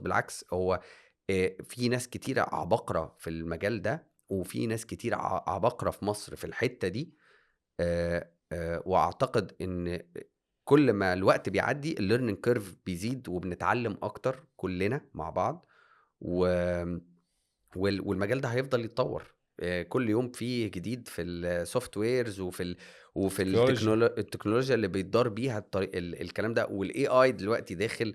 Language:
Egyptian Arabic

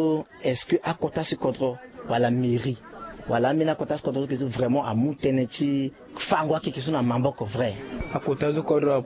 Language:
Sango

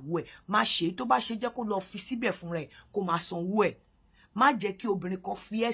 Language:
Yoruba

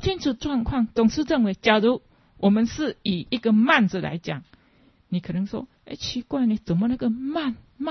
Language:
Chinese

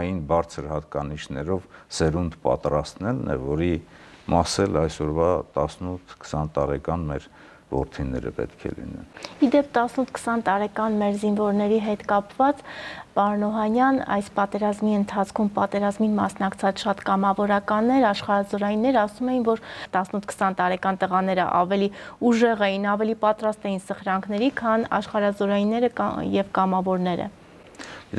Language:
Armenian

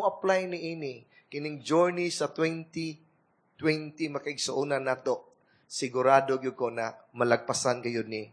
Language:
Cebuano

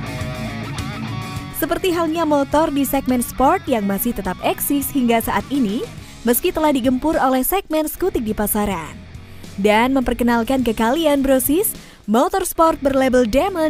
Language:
Indonesian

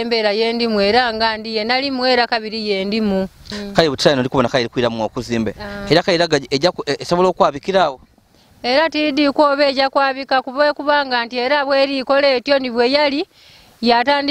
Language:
Ganda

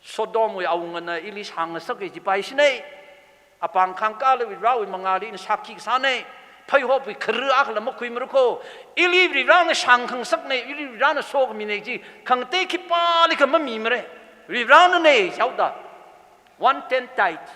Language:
Tangkhul Naga (India)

